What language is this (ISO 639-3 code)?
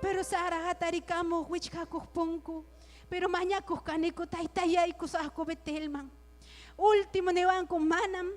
quy